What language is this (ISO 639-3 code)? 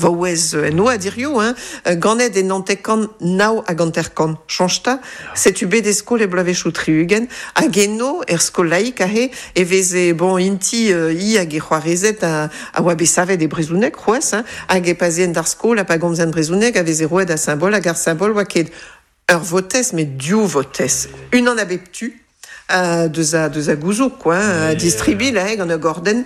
bre